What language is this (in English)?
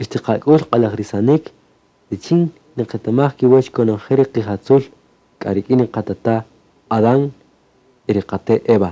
Kaqchikel